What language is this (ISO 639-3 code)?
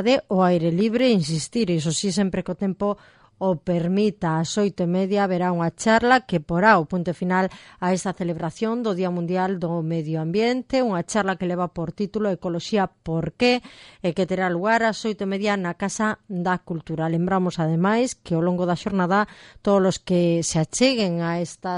glg